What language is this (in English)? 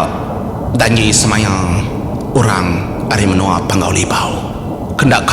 Iban